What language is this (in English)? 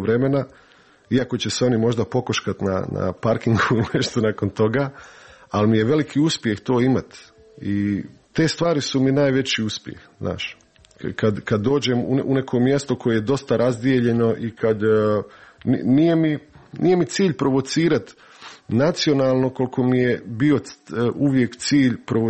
Croatian